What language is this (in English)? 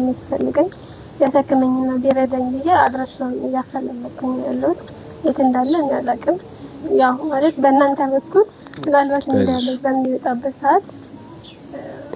Amharic